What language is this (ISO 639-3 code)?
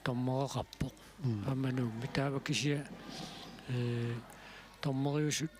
kal